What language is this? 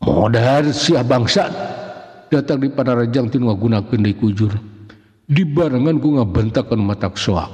Sundanese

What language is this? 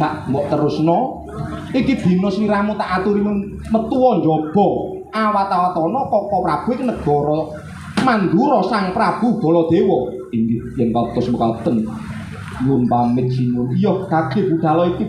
Javanese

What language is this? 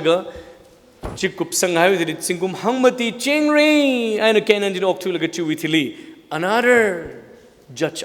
Tangkhul Naga (India)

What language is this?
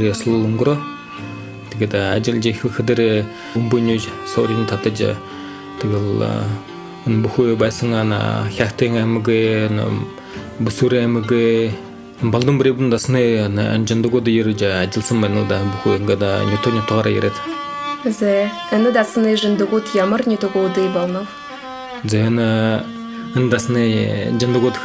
Buriat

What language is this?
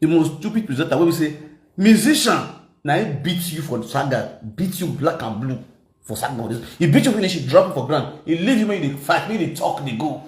Nigerian Pidgin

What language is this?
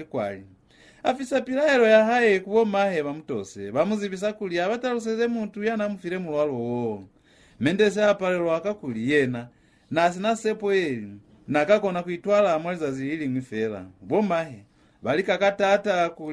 Lozi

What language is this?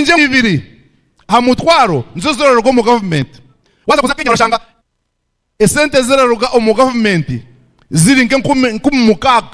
Nyankole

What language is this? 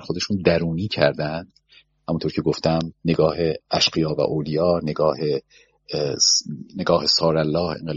Persian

